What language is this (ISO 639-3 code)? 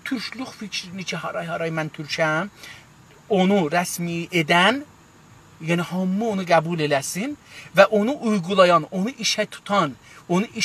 azb